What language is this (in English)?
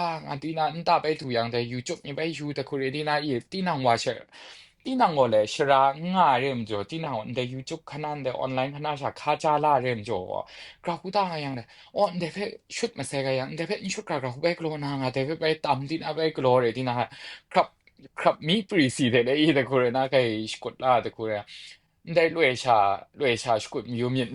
Kachin